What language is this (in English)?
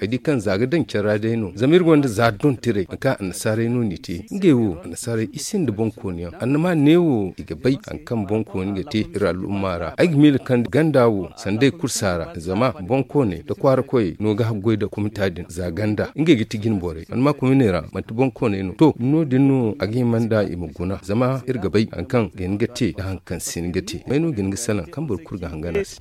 Zarma